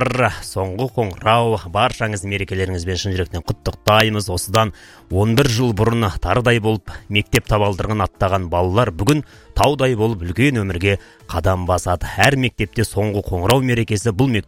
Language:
Kazakh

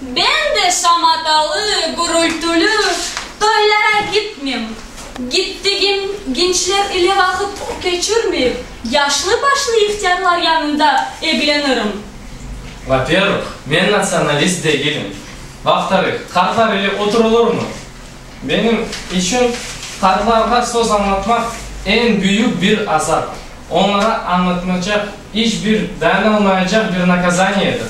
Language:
Crimean Tatar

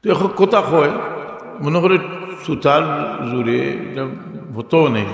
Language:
Sylheti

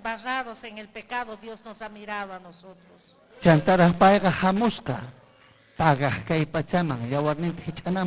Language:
Ayacucho Quechua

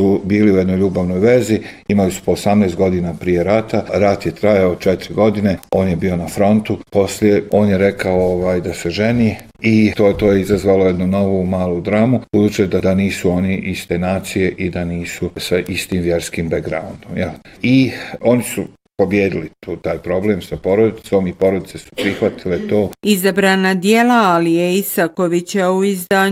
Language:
Bosnian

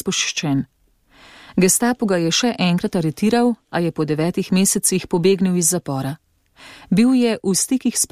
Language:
Slovenian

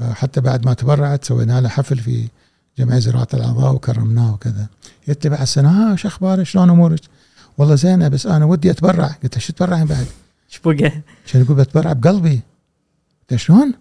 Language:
Gulf Arabic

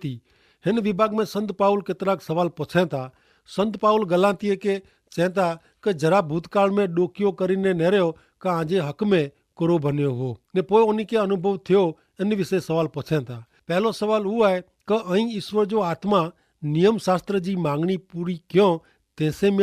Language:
Kachhi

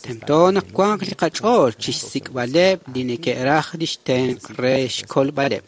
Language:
Kekchí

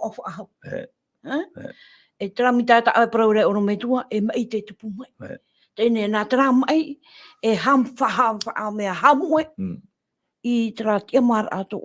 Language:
Tahitian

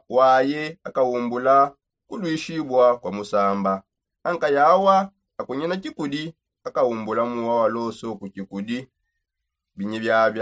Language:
Songe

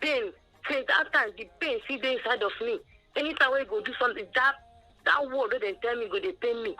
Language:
Nigerian Pidgin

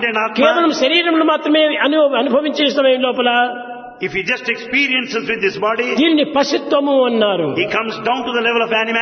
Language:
Telugu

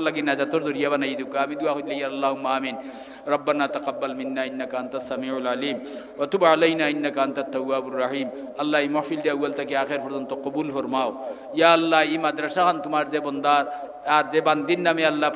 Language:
Sylheti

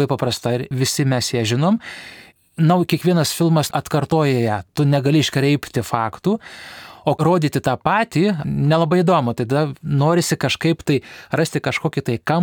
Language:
Lithuanian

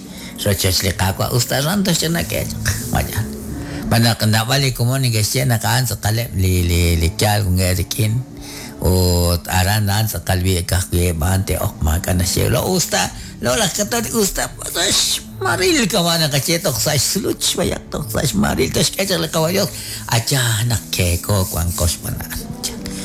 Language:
Kekchí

